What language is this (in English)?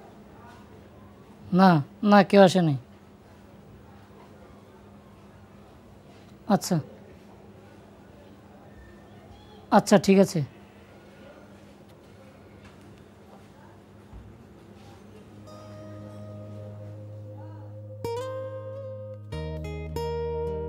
Bangla